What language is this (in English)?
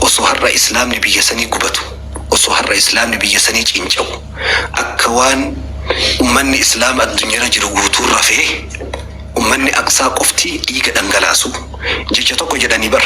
Oromo